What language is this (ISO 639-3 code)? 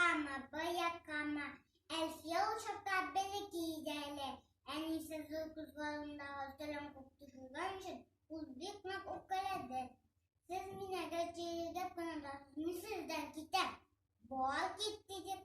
bak